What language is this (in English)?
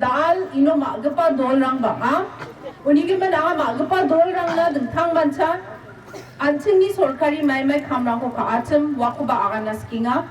Garo